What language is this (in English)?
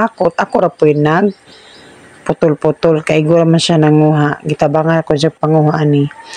Cebuano